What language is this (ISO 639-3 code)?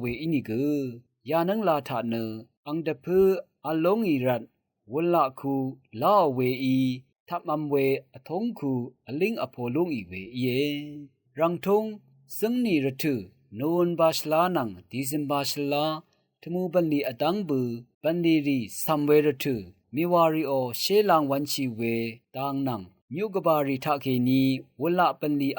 raw